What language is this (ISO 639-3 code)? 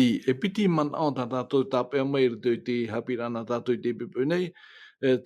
tah